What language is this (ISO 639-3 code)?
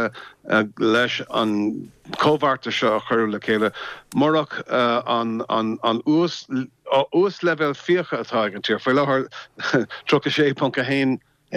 gle